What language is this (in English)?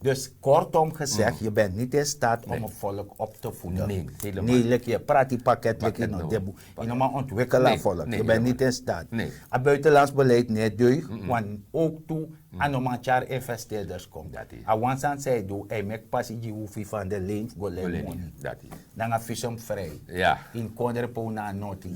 Sranan Tongo